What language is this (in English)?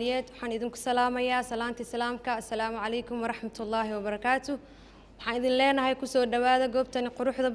Somali